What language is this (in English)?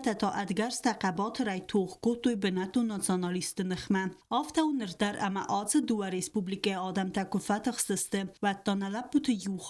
Ossetic